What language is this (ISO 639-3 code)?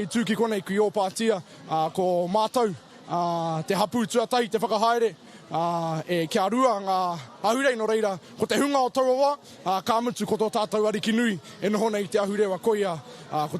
mri